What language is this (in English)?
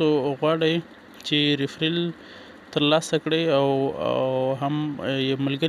Pashto